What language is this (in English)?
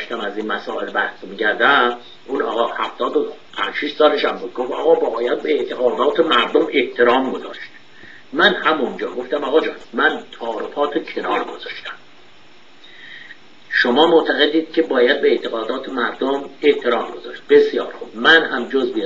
Persian